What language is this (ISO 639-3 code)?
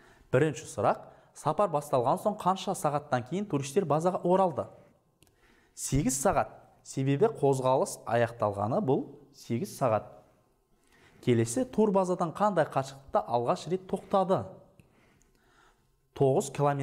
kaz